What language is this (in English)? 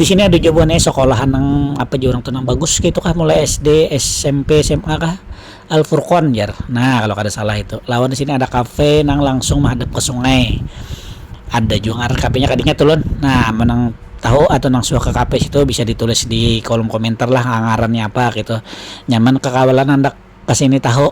Banjar